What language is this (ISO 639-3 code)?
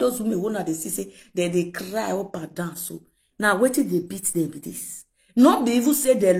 pcm